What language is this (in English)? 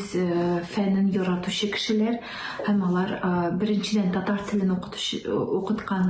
Tatar